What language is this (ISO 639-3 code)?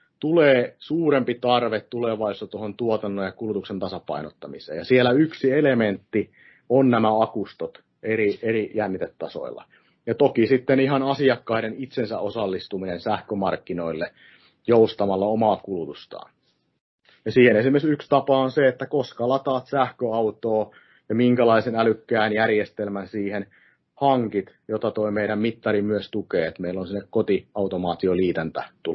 fin